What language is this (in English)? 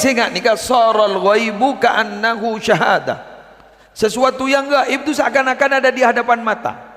Madurese